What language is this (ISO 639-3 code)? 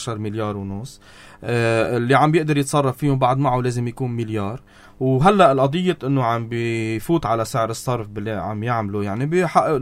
apc